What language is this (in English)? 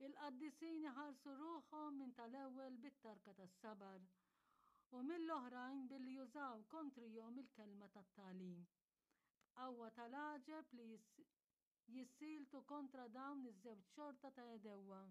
Maltese